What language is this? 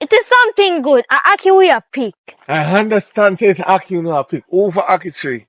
Jamaican Creole English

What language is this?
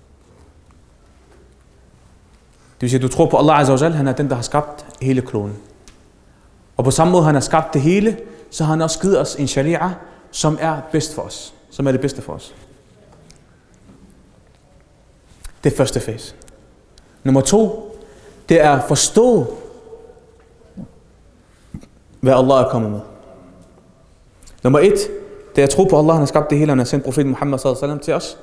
Danish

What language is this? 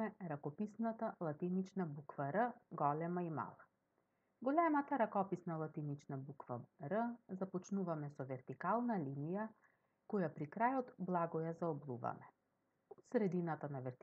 Macedonian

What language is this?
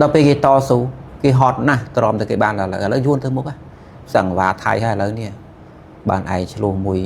Khmer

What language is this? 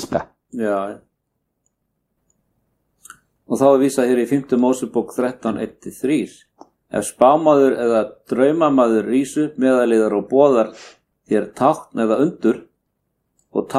Icelandic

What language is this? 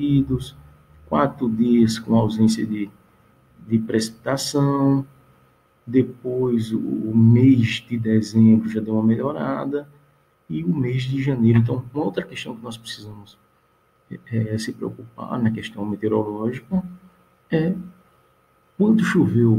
Portuguese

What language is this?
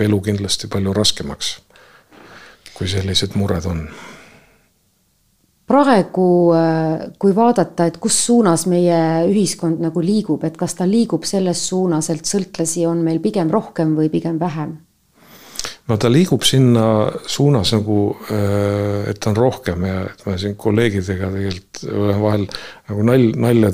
Estonian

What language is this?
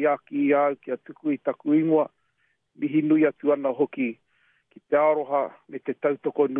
Māori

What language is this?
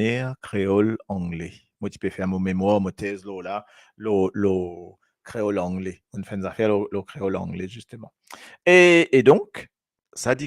Morisyen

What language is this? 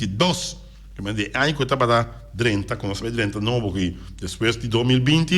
Papiamento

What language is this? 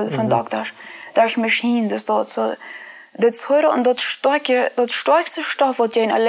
Plautdietsch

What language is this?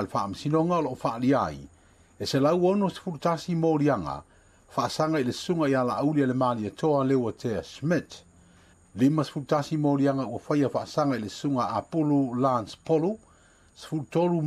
Samoan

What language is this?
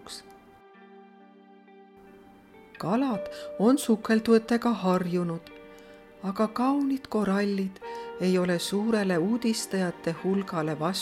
Estonian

